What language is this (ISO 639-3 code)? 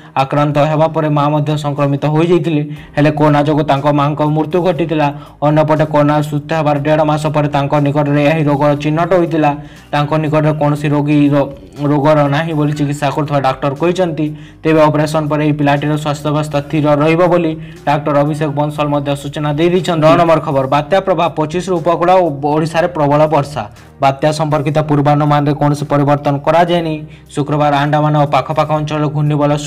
ori